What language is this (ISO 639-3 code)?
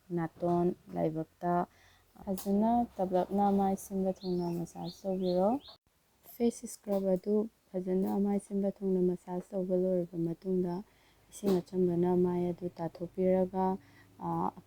mni